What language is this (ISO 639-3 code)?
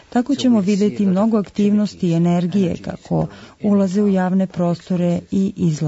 srp